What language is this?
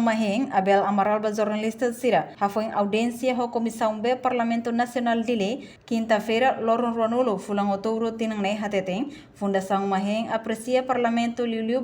Tetum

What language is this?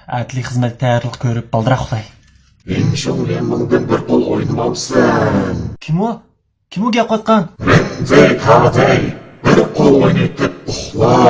Uyghur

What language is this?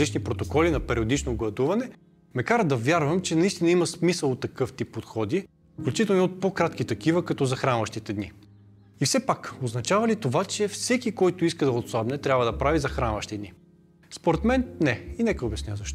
Bulgarian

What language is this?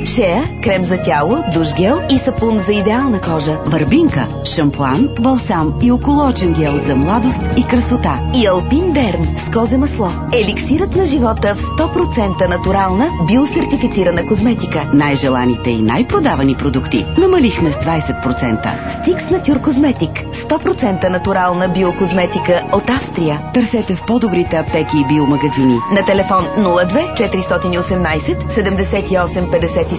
Bulgarian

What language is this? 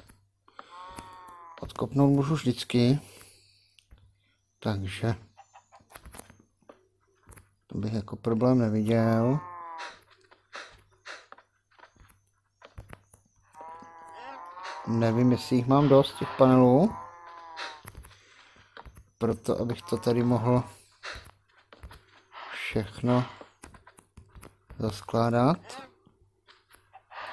Czech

